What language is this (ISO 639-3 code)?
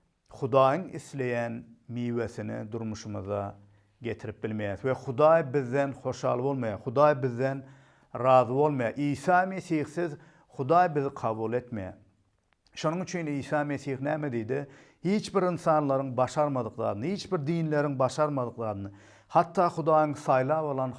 tuk